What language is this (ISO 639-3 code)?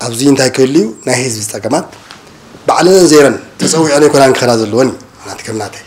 tir